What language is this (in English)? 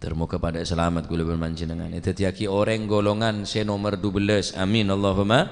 Madurese